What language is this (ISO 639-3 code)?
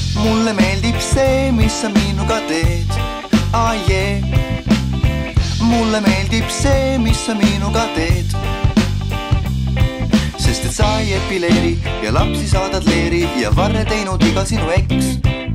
est